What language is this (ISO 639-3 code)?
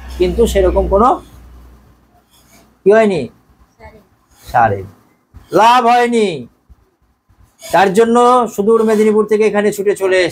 ben